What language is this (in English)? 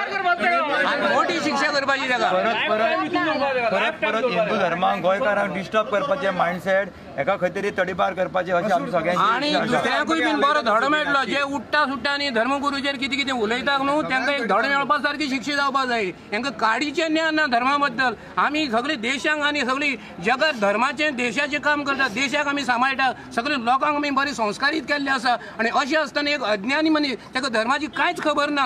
Konkani